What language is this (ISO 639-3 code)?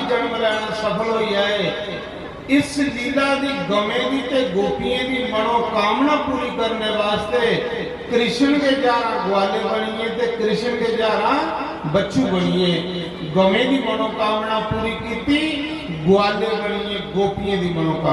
doi